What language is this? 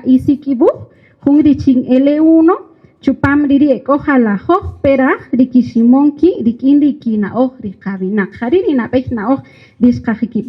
Kaqchikel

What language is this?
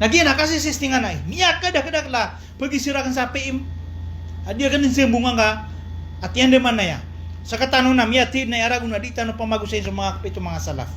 Maranao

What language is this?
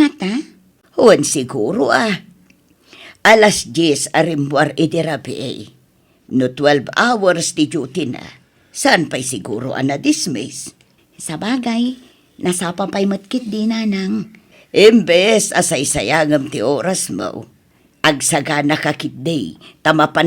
Iloko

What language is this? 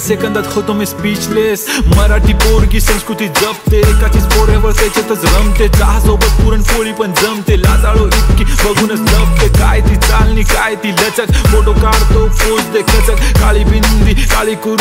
Marathi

